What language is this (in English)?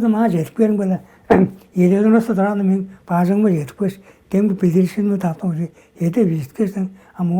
Tuvinian